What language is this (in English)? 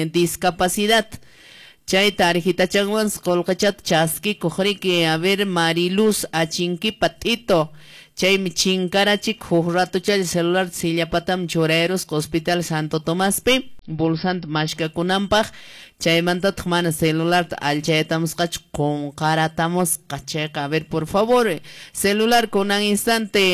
Quechua